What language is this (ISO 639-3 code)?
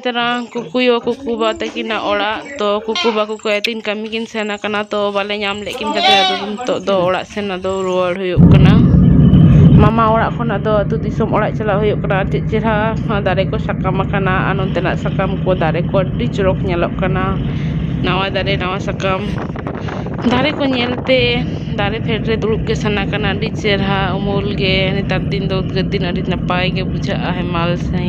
sat